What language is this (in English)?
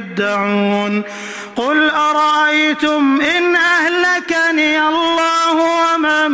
Arabic